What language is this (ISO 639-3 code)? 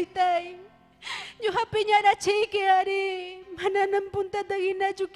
quy